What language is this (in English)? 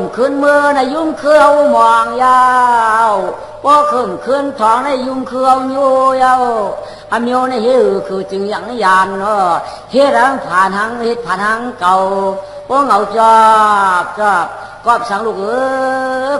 Shan